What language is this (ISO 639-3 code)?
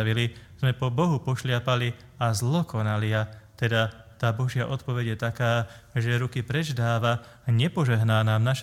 slk